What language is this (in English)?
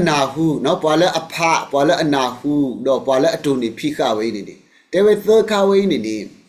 S'gaw Karen